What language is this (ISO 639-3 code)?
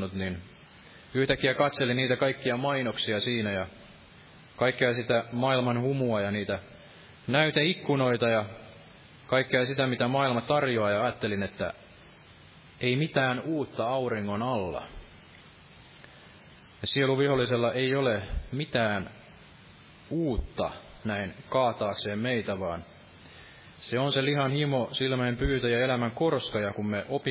fin